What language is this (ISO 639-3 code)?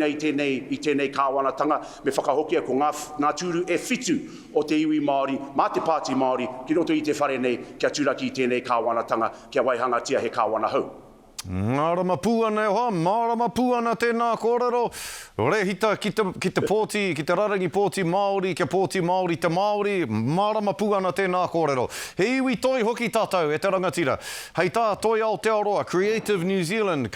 mri